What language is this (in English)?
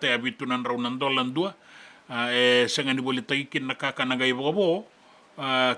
Fijian